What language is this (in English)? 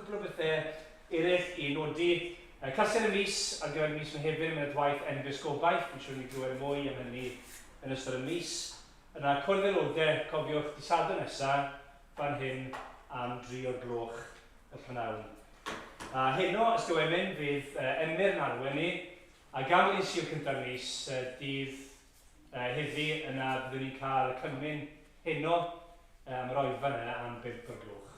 Welsh